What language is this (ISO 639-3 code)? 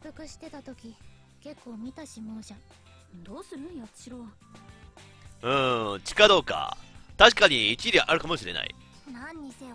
jpn